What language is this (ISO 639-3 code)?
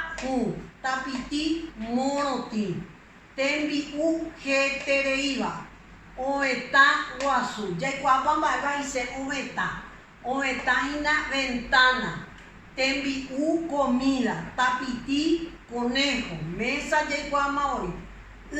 grn